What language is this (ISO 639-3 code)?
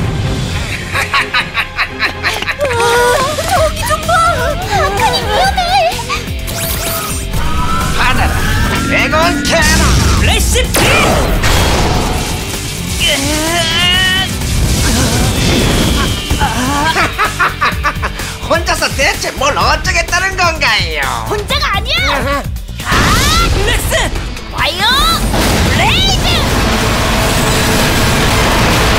kor